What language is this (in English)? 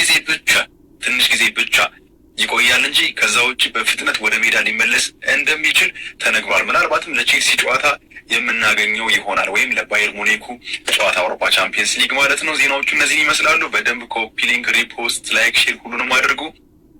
Amharic